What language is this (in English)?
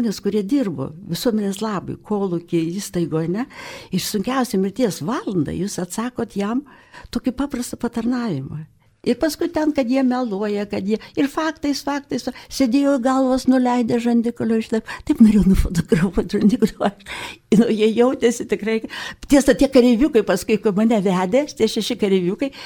Lithuanian